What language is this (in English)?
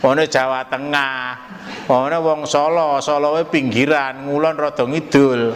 Javanese